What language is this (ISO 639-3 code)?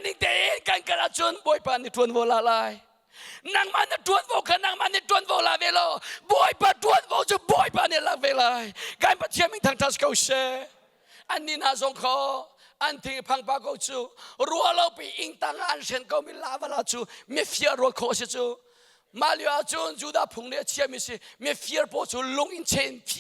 cnh